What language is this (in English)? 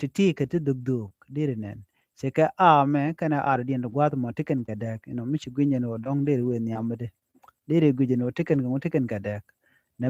Nuer